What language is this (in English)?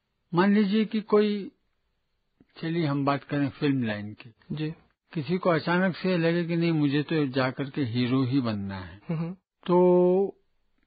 Hindi